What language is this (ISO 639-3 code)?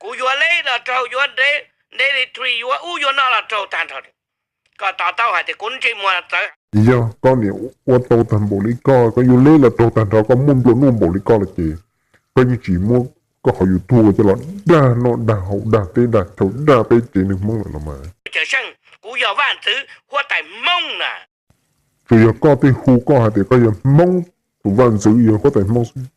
hmn